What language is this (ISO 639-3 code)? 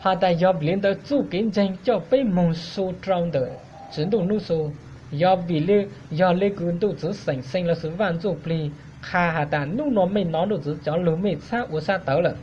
hmn